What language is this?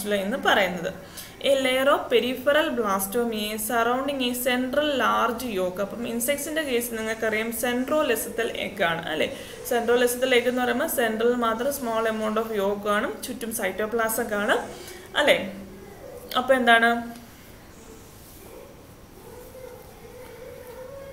Malayalam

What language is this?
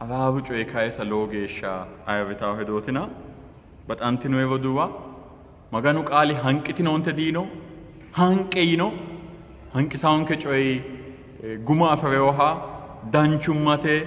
Sidamo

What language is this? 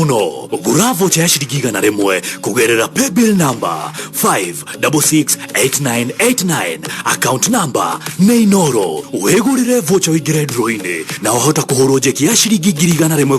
Kikuyu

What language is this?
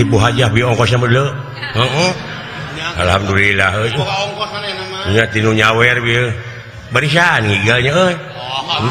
Sundanese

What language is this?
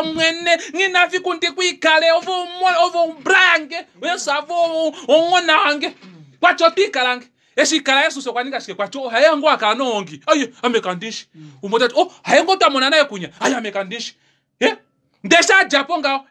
Kuanyama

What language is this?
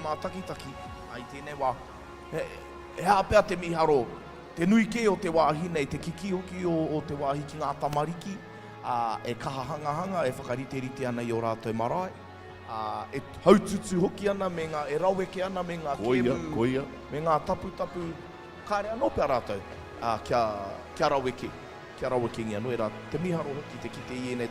Māori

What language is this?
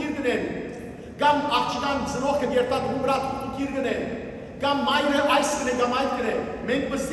Western Armenian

